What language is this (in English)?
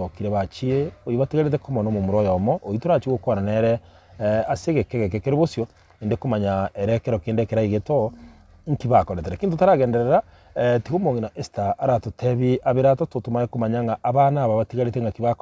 Gusii